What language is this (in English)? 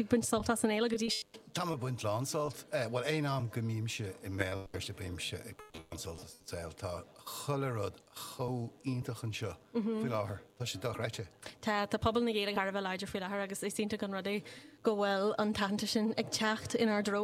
Irish